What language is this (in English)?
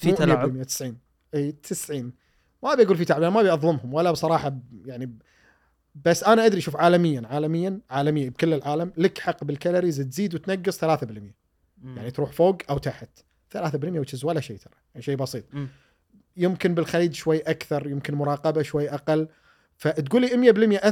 Gulf Arabic